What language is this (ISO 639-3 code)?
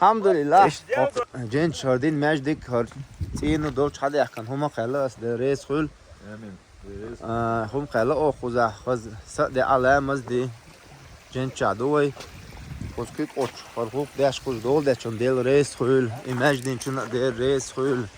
che